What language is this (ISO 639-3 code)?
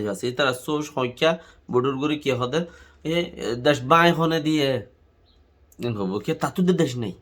rhg